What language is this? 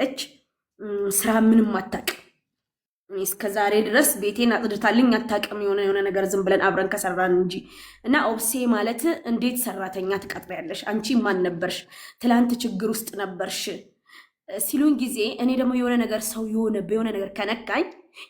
Amharic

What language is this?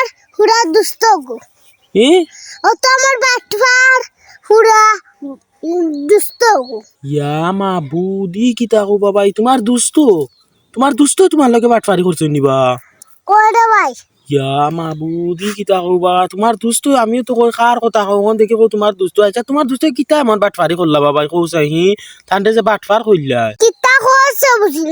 Sylheti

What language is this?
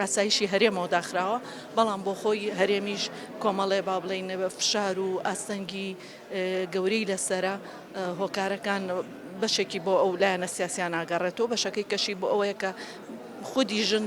Central Kurdish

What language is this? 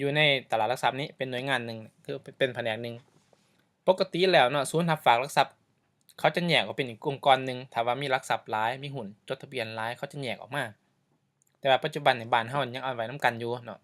Lao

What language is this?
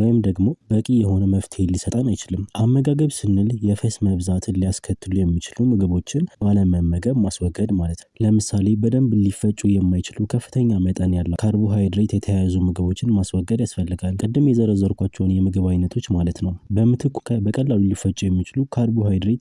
Amharic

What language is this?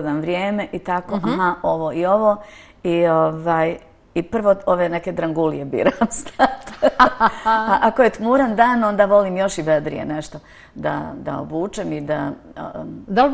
Bosnian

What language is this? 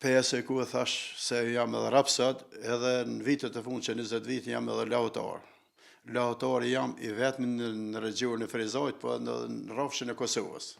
Albanian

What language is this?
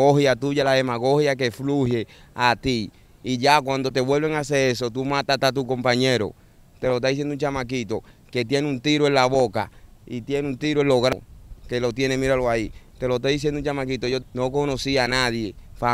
Spanish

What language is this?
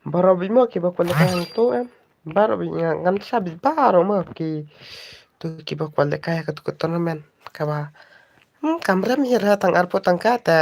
Khasi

